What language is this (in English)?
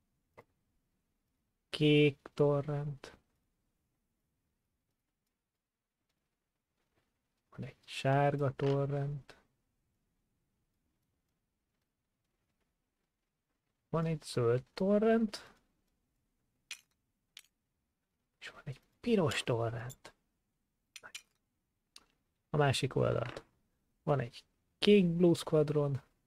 Hungarian